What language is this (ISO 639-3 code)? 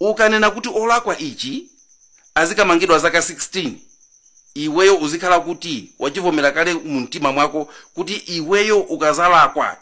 nya